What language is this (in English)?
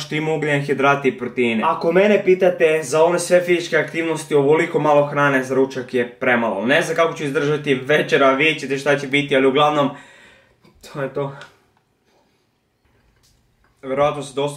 Croatian